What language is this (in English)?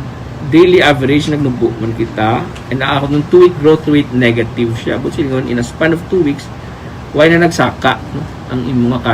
Hiligaynon